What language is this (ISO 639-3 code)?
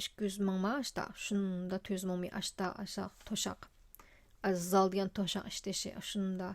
uig